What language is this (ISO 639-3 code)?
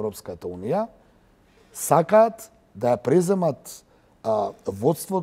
mkd